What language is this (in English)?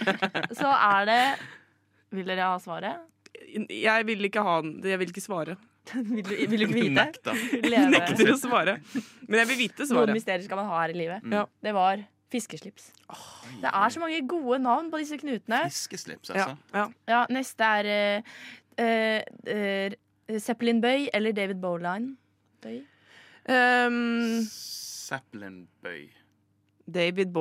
Norwegian